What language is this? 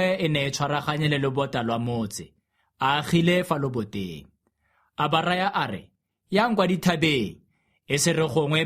Tswana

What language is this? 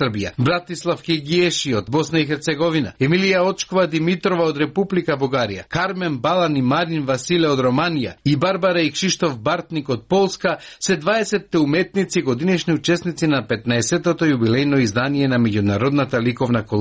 Macedonian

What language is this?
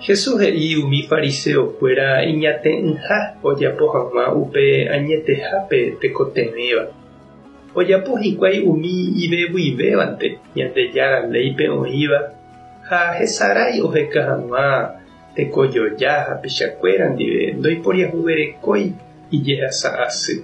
Guarani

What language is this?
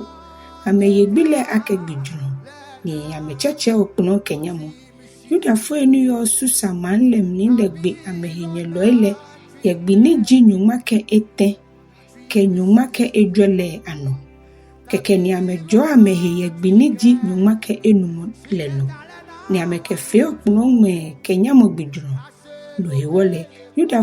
Ga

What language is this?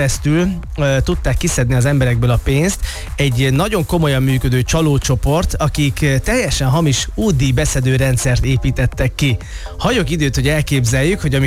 Hungarian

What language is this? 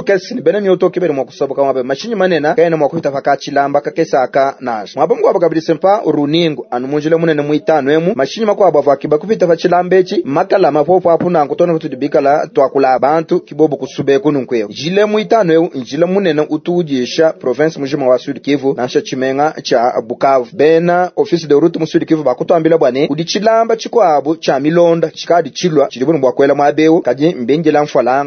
Luba-Lulua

